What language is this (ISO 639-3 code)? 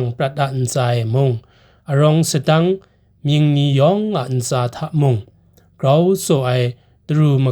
kac